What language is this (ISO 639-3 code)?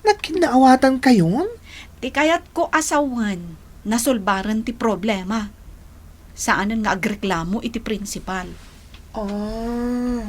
ilo